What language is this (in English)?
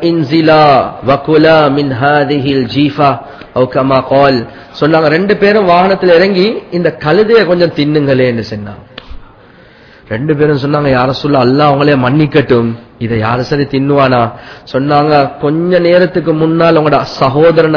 Tamil